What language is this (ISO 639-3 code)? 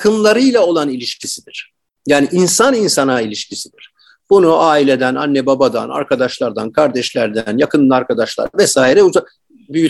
tur